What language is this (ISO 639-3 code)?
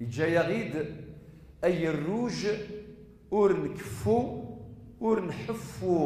kab